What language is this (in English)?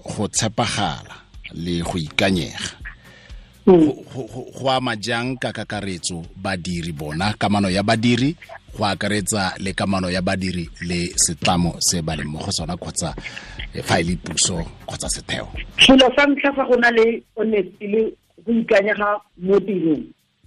Tswana